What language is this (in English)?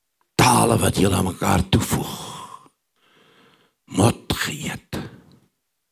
Afrikaans